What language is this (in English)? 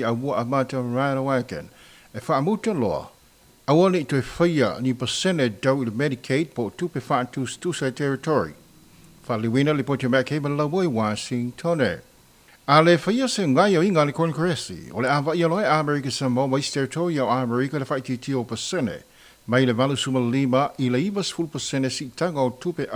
Samoan